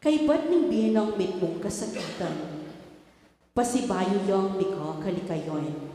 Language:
Pampanga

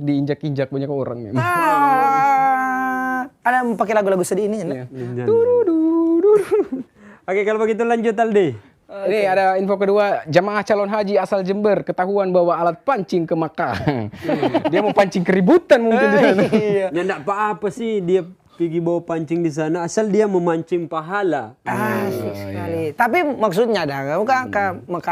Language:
Manado Malay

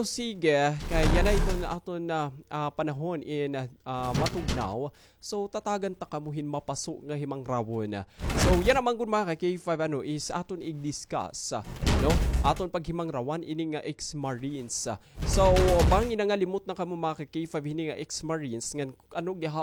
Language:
Waray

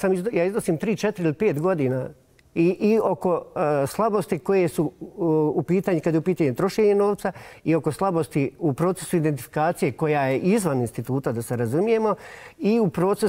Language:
Bosnian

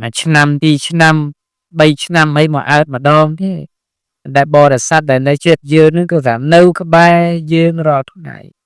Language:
Khmer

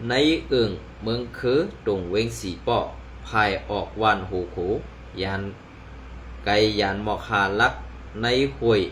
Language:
Shan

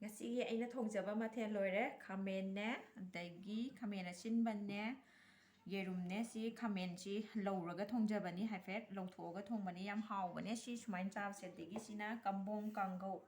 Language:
Manipuri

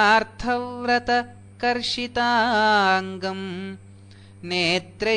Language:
Sanskrit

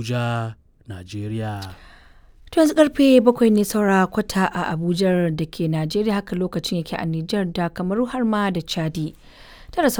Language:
Hausa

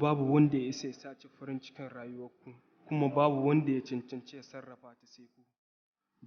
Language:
Hausa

